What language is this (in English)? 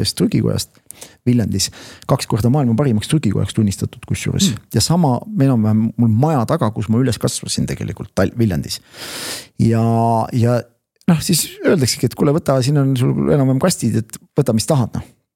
Estonian